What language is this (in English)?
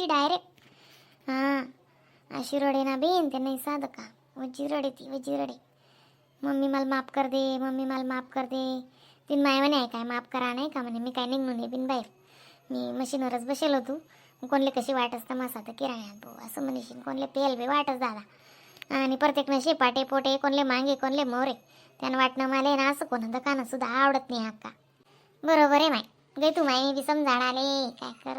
Khandesi